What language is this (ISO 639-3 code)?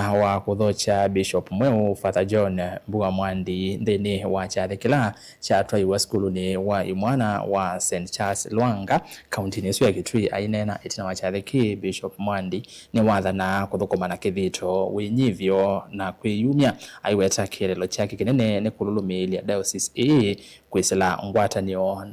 kam